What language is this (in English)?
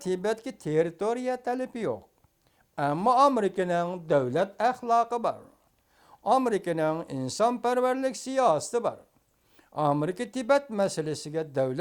Uyghur